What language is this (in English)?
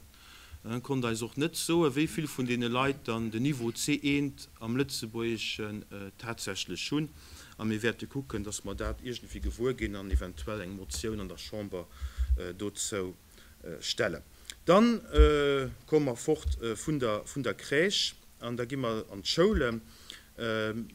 Luxembourgish